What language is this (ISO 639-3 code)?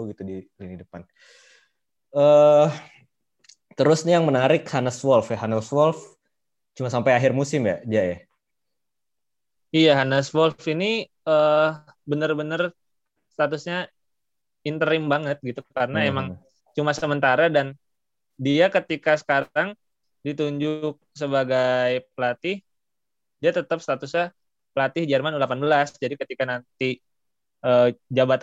ind